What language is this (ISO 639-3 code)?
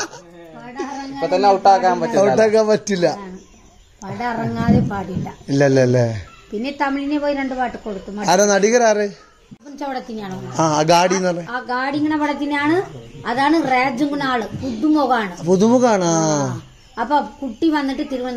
mal